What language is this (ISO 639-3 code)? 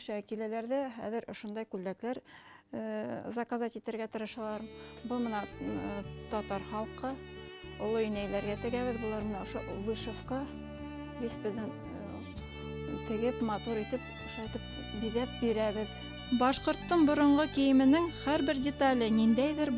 bak